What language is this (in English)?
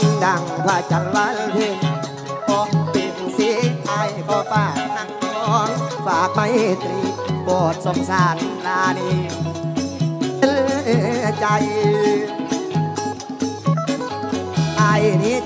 Northeastern Thai